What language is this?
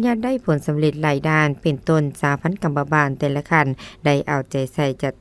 Lao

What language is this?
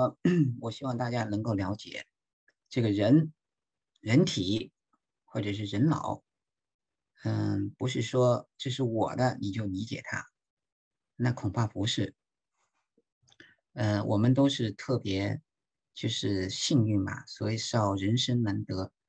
Chinese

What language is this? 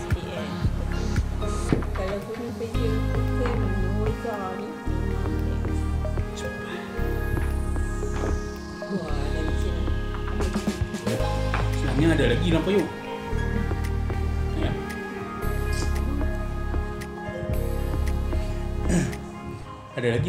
Malay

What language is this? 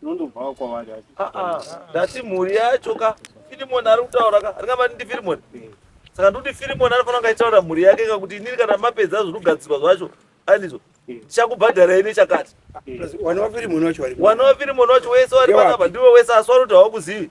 Shona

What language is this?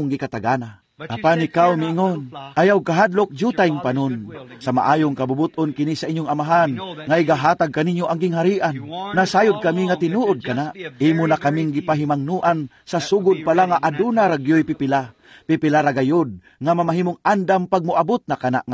Cebuano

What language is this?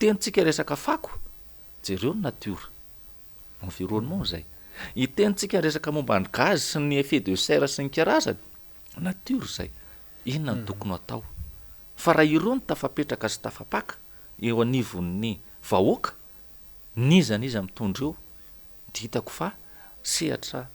Malagasy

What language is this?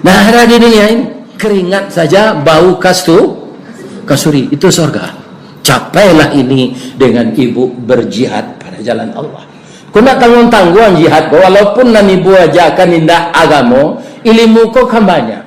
Minangkabau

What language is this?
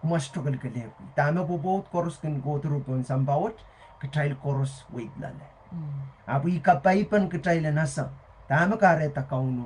Pohnpeian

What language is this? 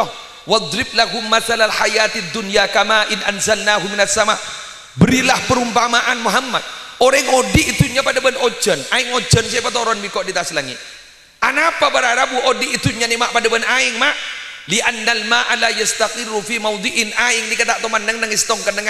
Madurese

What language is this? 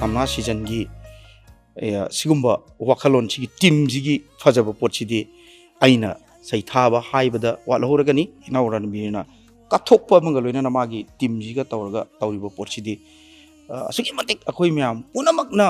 Manipuri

